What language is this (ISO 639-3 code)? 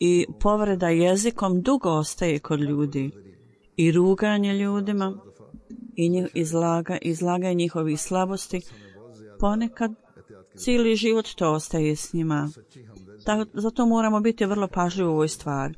bos